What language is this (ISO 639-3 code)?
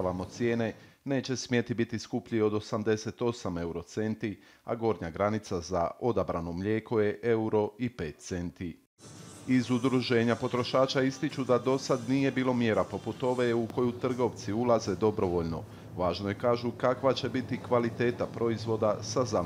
bos